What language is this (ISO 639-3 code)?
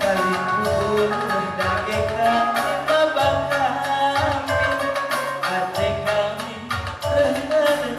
btx